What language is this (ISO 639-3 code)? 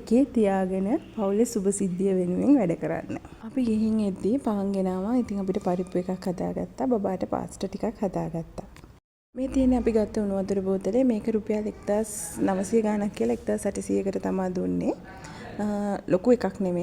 sin